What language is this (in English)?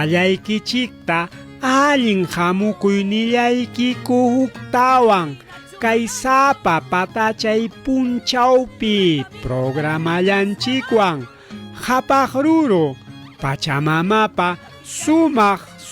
Ayacucho Quechua